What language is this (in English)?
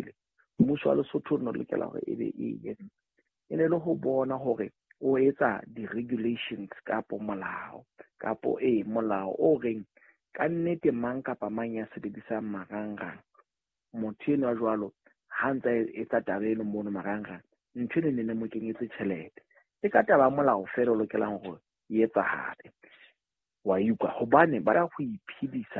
Southern Sotho